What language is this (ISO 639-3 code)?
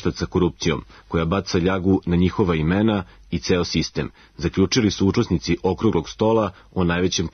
srp